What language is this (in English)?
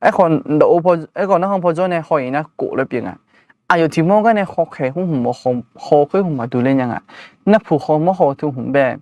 Akha